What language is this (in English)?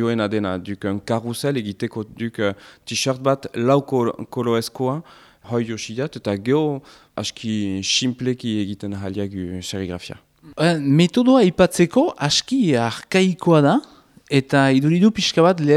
Basque